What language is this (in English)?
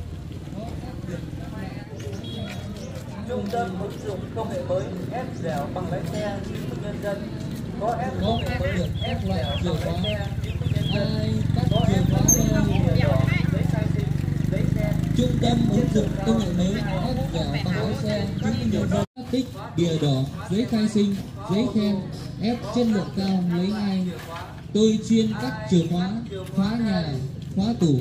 Vietnamese